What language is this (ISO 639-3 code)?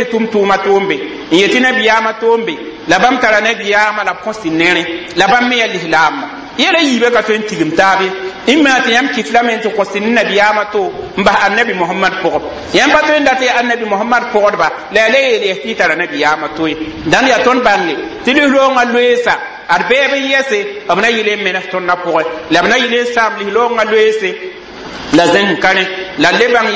mos